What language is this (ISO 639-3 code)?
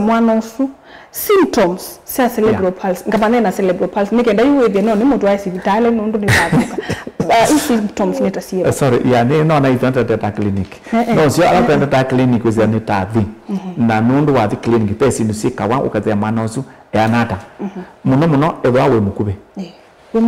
kam